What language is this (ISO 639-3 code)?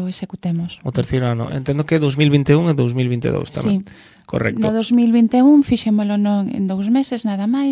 glg